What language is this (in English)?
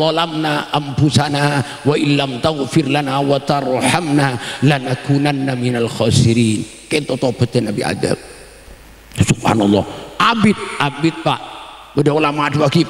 Madurese